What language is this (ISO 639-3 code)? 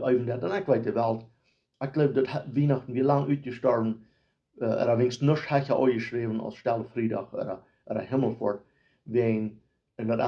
pdt